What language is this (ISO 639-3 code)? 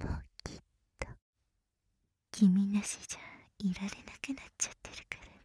jpn